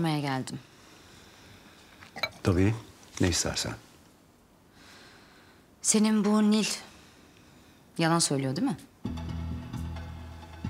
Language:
Turkish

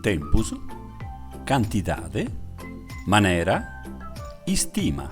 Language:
Sardinian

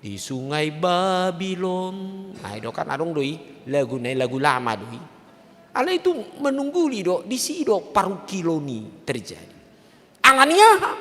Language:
Batak Toba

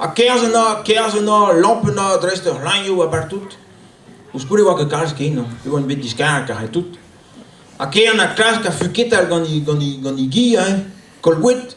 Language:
Breton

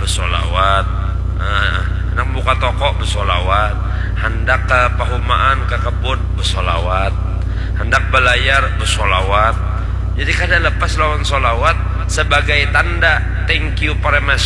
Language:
Banjar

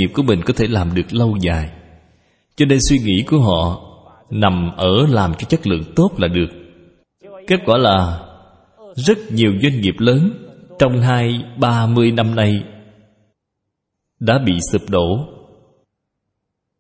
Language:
Vietnamese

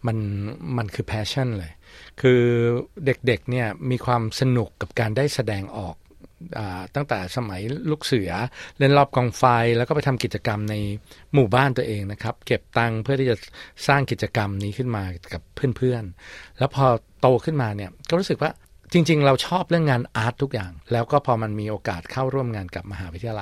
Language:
Thai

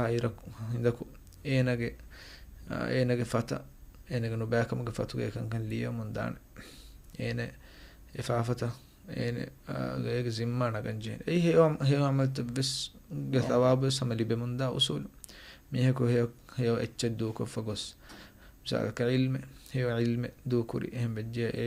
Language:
Divehi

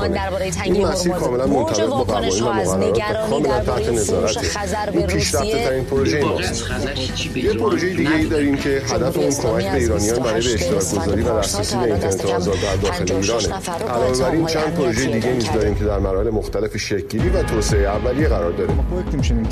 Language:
Persian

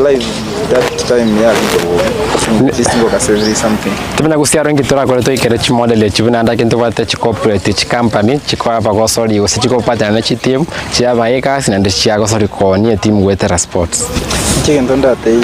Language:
Gusii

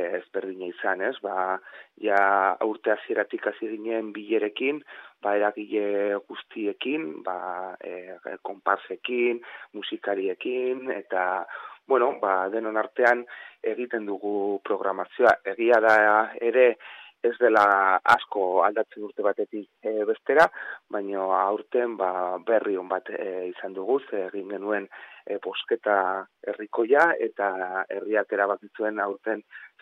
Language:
Basque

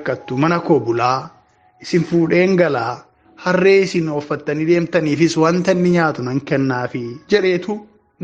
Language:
Oromo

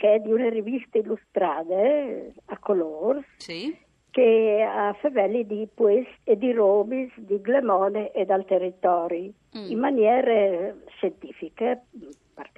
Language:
Friulian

